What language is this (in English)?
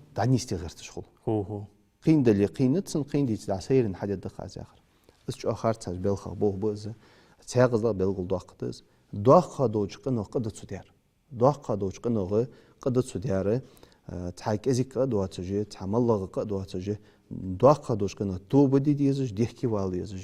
Ingush